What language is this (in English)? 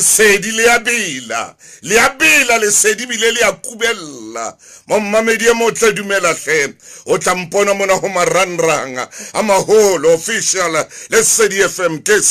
Southern Sotho